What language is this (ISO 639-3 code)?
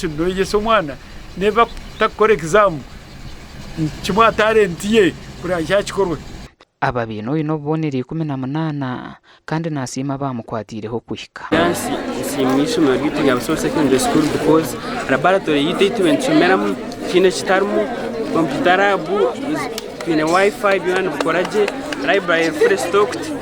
nyn